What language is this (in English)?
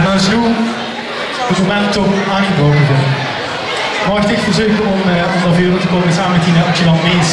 Limburgish